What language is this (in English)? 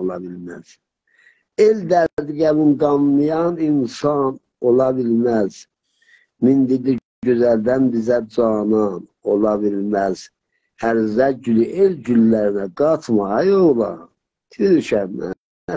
South Azerbaijani